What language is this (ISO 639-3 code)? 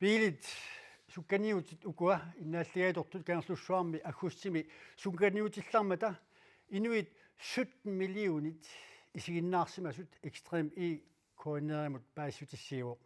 kal